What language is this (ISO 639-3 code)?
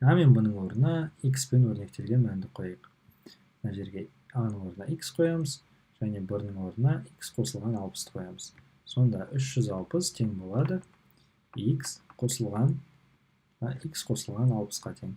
kaz